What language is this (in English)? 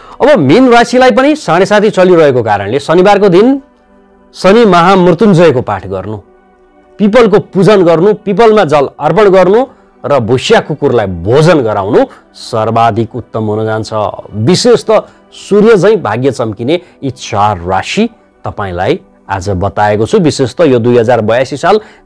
Nepali